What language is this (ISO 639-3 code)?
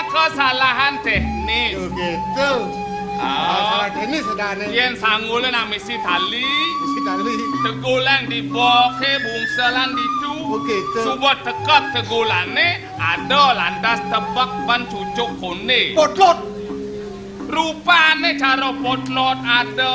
ban